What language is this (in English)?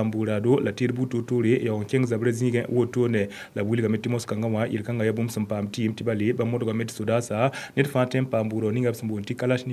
Mossi